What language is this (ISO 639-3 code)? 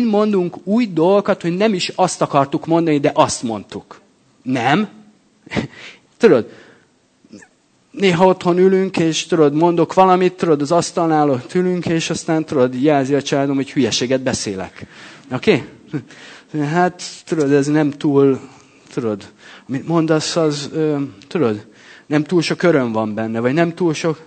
hun